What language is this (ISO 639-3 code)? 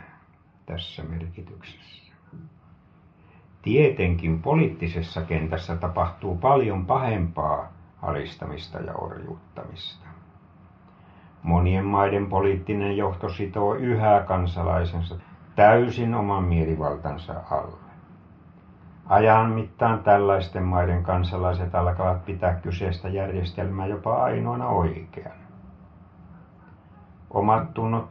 fin